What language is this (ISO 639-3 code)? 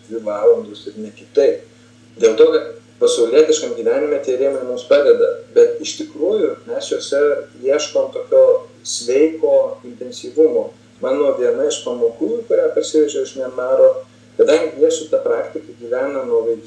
lit